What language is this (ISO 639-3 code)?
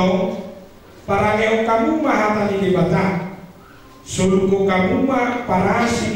bbc